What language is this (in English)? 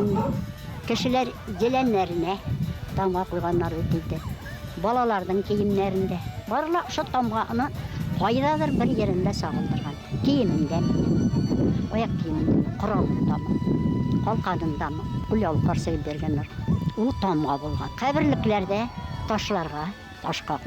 Bashkir